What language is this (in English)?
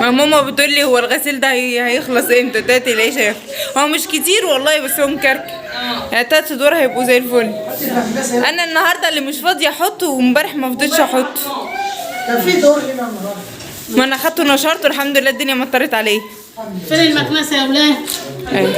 Egyptian Arabic